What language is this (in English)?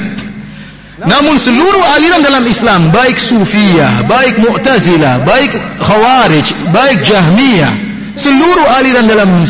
Indonesian